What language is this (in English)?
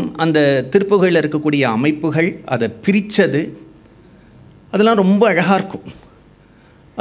Tamil